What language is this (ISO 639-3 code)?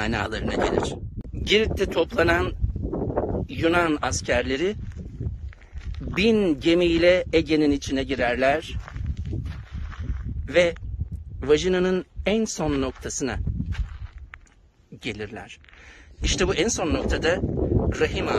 tur